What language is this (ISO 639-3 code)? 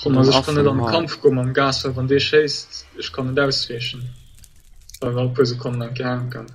ltz